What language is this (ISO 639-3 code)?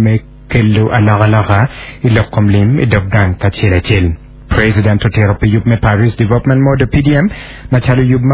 ach